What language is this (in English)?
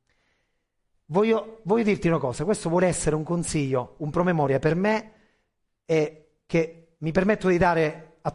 Italian